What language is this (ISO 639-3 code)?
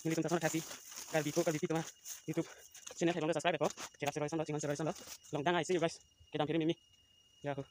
mjw